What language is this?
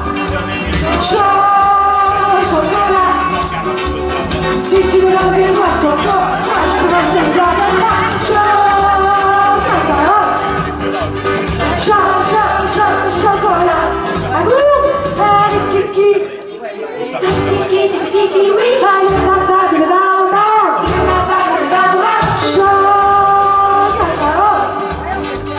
French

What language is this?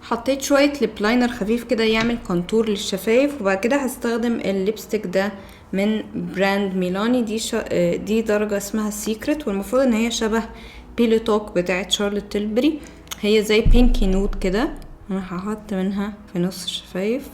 Egyptian Arabic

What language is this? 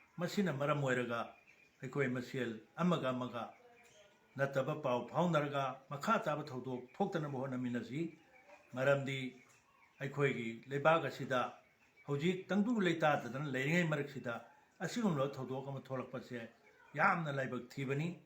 Manipuri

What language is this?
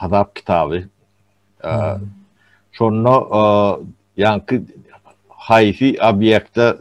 Turkmen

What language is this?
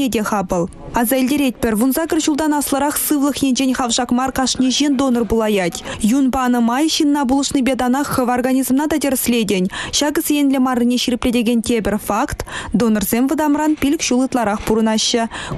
Chuvash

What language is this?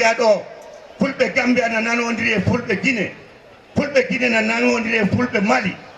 Fula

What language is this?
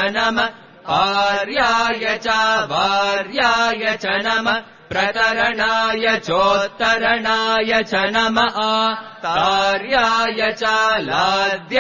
Sanskrit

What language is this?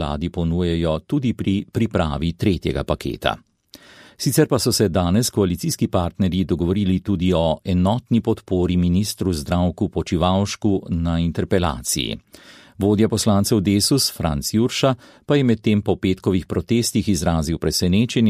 Slovenian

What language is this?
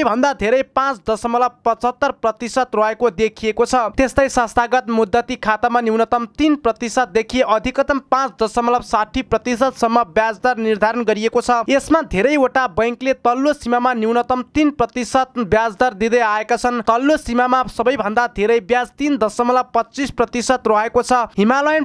Nepali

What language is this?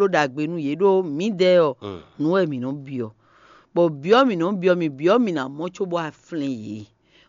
Fon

